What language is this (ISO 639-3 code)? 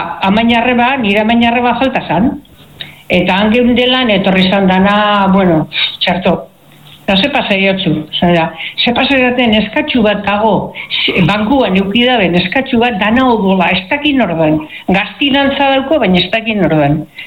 eus